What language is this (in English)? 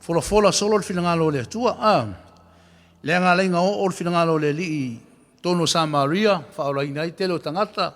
Samoan